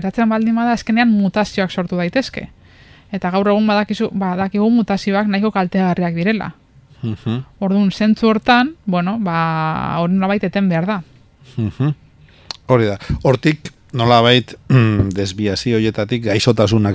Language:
Basque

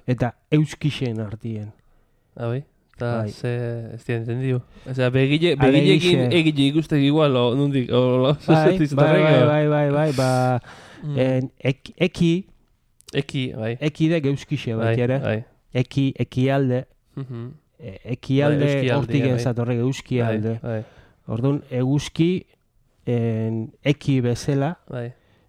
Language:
Basque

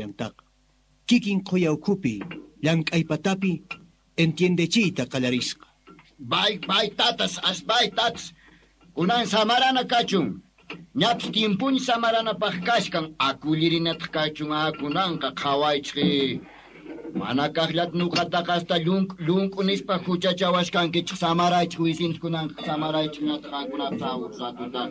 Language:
Quechua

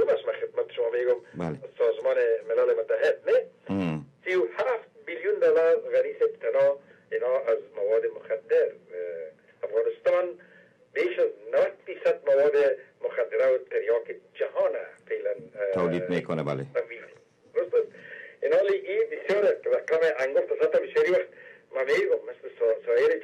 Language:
Persian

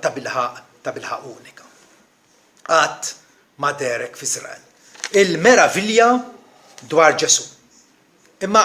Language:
Maltese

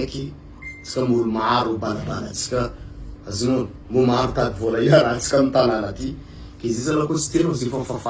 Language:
Malagasy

